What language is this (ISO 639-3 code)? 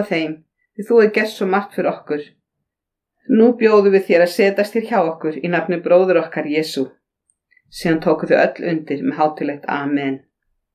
isl